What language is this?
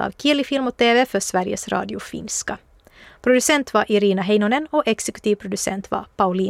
Swedish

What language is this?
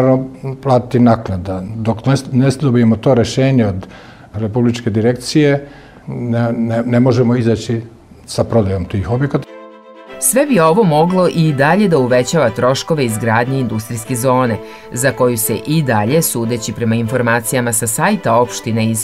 Serbian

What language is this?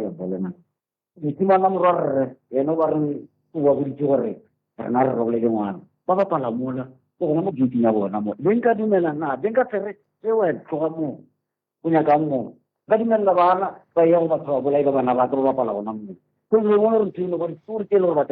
Northern Sotho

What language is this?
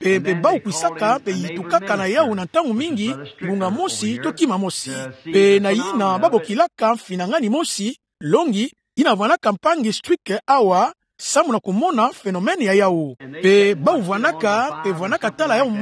Kituba (Democratic Republic of Congo)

